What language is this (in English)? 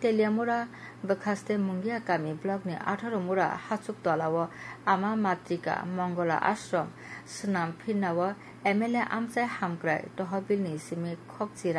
Kok Borok